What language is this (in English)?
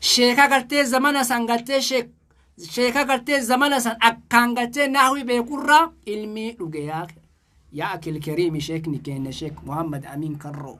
Oromo